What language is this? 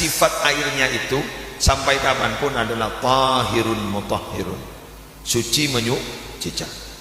Madurese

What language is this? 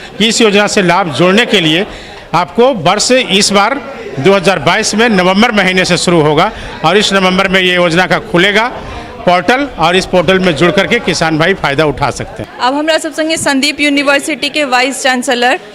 Maithili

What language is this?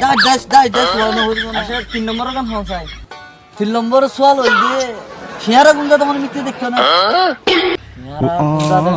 Rohingya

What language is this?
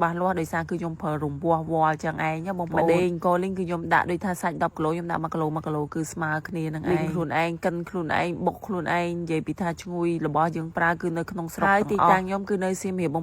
Khmer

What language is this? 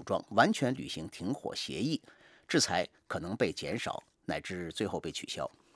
Chinese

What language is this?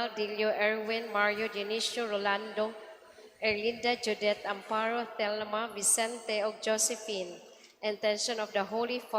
Cebuano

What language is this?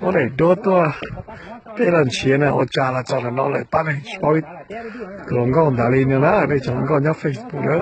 Hmong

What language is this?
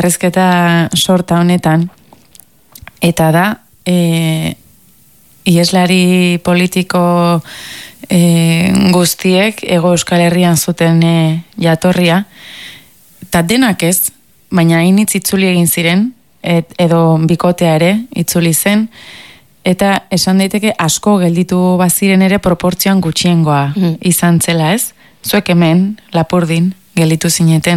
Basque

